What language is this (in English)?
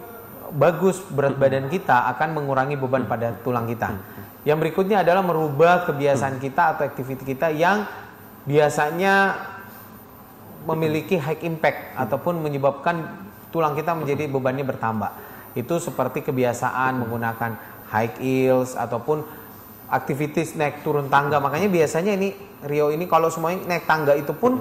Indonesian